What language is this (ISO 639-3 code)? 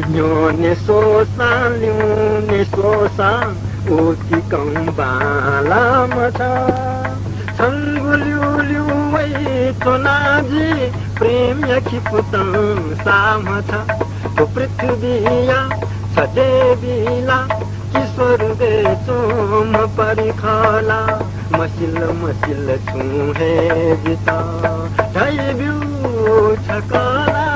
new